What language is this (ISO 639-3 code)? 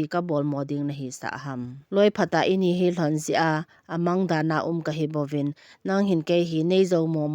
tcz